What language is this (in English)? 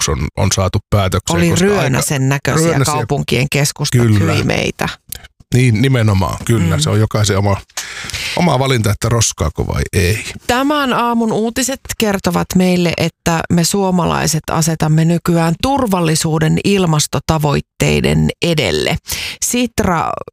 Finnish